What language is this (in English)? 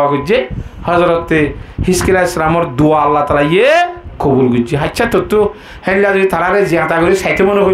Rohingya